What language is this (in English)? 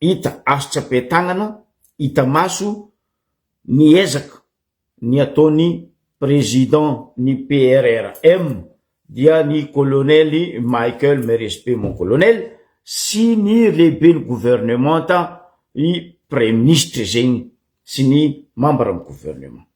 Malagasy